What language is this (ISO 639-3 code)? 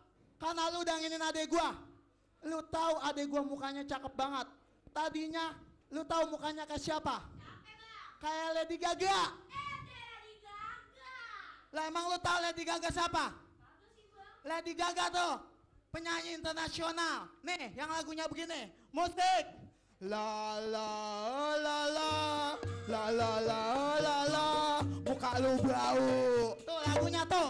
bew